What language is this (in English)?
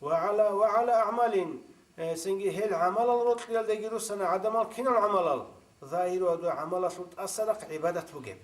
Avaric